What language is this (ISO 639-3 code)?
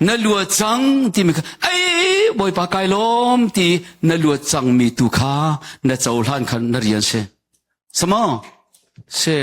cnh